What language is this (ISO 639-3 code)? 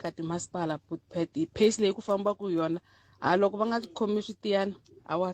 tso